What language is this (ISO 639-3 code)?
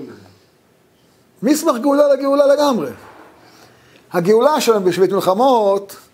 heb